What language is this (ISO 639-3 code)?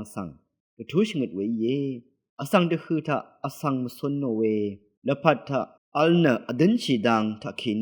raw